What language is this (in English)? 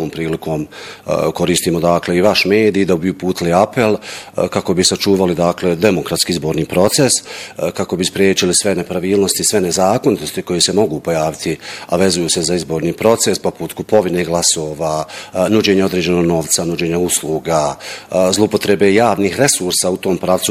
Bosnian